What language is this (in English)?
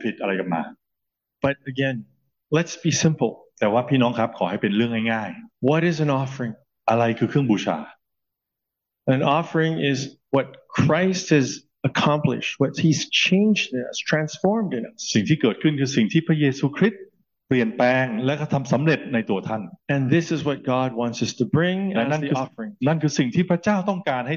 Thai